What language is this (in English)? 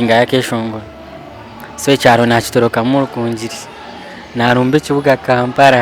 Nyankole